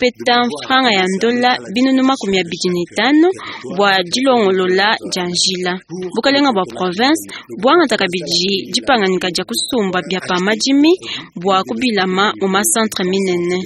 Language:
Luba-Lulua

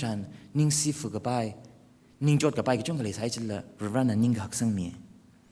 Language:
Tangkhul Naga (India)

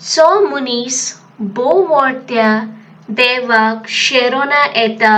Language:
Konkani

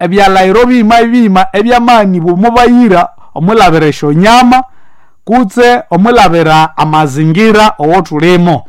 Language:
Nande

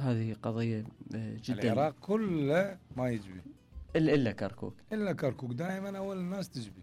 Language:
Mesopotamian Arabic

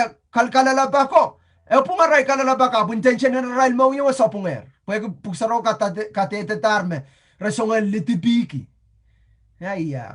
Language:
Pohnpeian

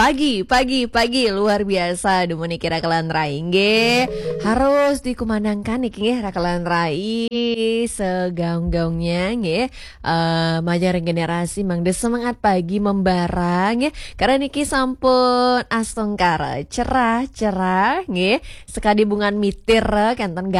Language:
Balinese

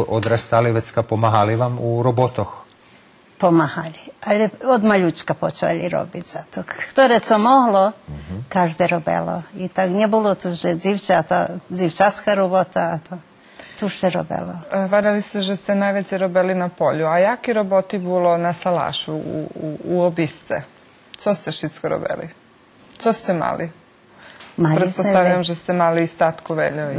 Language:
Rusyn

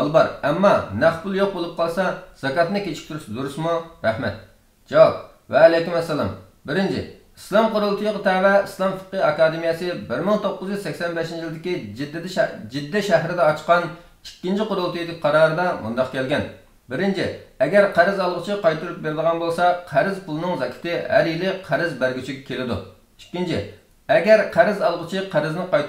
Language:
Uyghur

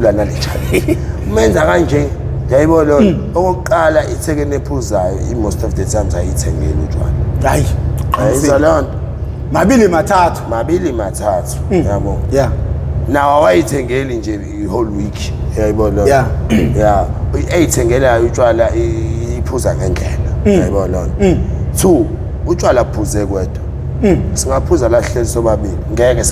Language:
Zulu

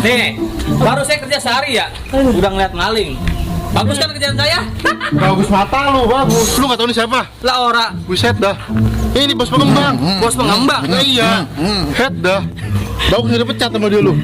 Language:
Betawi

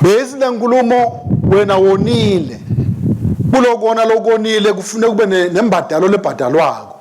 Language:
Swati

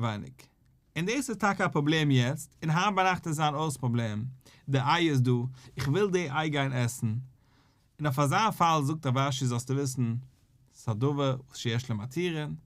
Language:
Yiddish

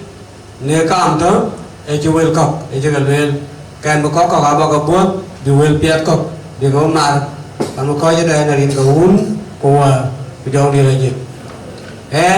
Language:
Dinka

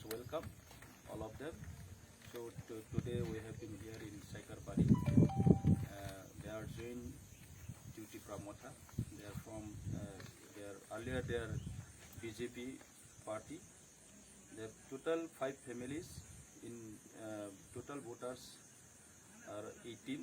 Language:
Kok Borok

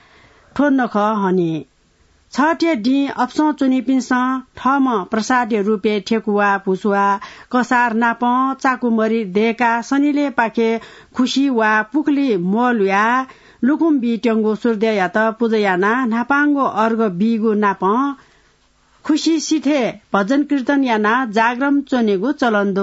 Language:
Newari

